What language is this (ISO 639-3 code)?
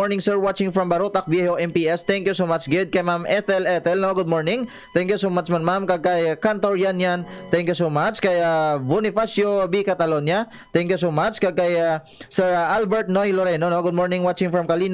hil